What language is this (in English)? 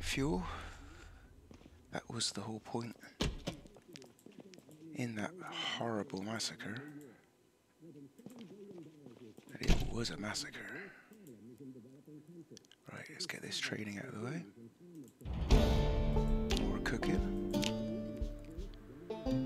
English